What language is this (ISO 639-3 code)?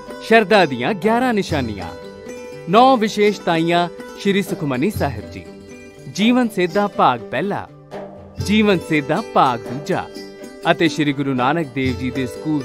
pan